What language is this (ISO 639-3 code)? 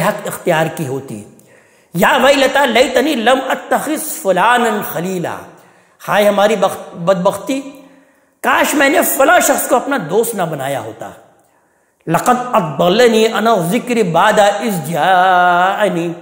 urd